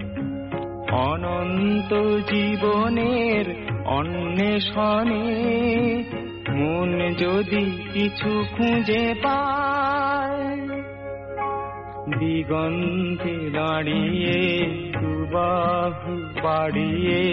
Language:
Bangla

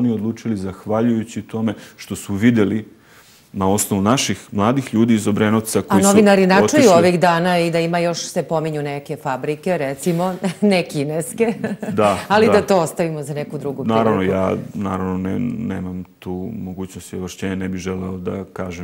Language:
Serbian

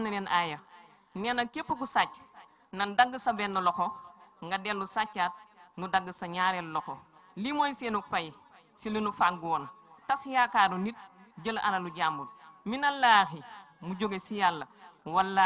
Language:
Wolof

